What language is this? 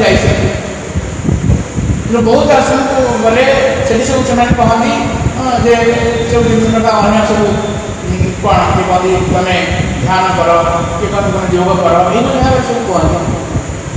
Odia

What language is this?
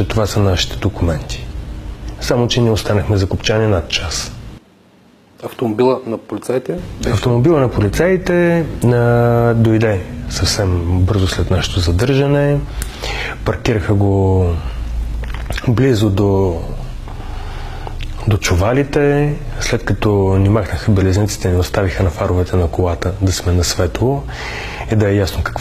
Bulgarian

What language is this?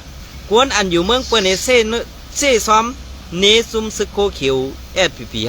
Shan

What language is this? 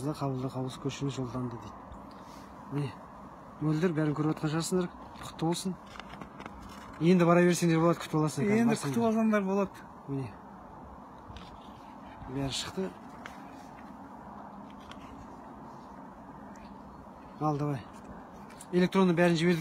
Kazakh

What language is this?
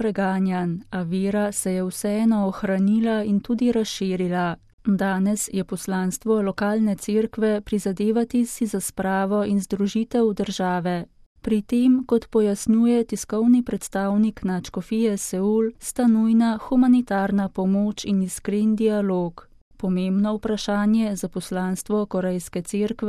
Slovenian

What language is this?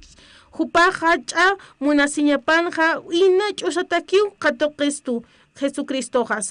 Aymara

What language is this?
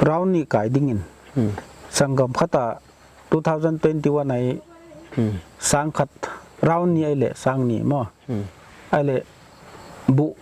Paite Chin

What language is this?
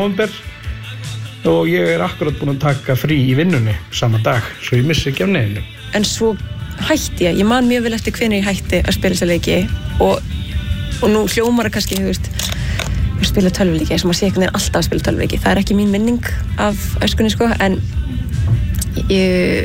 Icelandic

